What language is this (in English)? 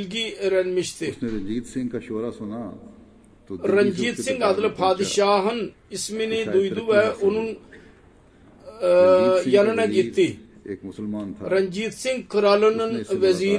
Turkish